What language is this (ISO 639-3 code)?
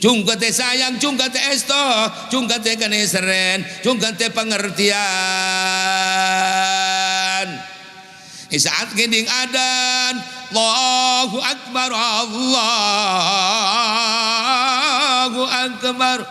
mad